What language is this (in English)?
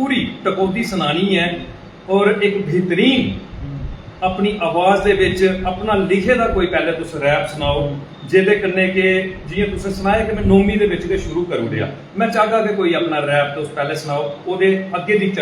Dogri